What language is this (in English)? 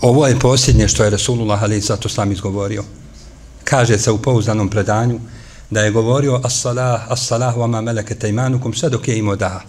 Bosnian